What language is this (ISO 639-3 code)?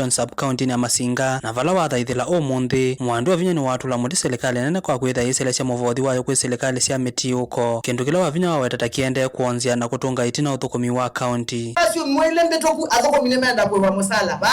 kam